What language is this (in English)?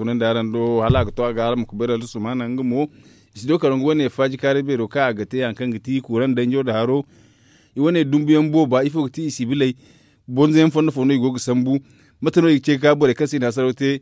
Zarma